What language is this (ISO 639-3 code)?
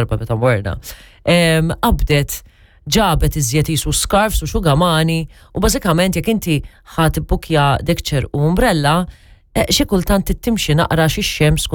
mlt